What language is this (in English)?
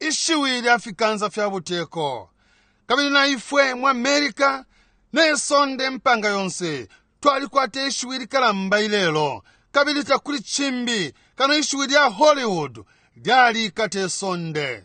Bemba